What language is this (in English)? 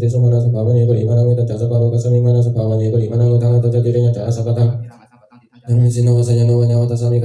Pali